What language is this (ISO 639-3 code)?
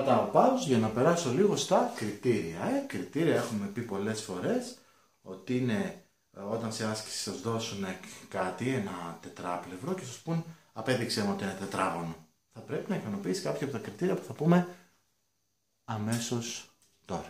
ell